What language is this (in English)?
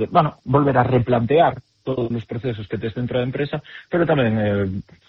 Galician